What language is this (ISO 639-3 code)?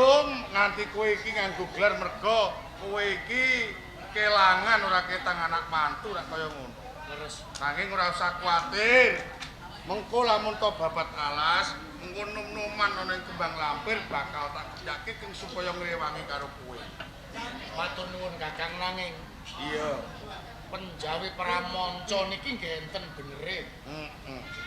jav